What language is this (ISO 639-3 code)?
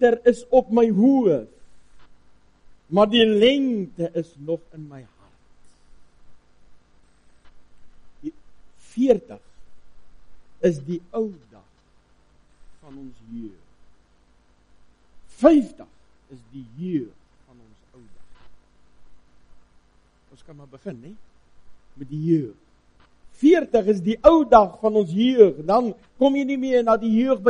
afr